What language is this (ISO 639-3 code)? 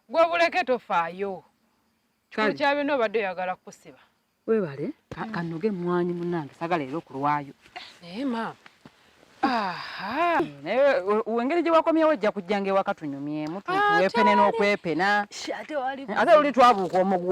lug